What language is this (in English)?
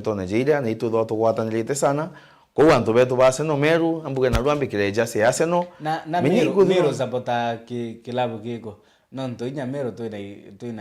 Meru